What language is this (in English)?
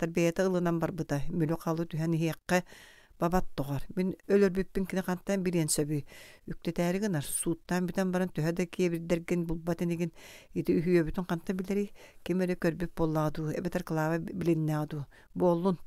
Yakut